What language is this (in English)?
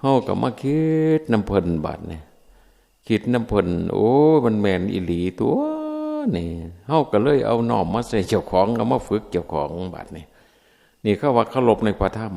Northeastern Thai